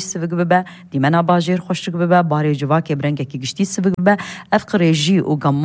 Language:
Kurdish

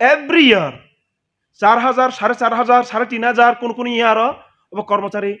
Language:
Kok Borok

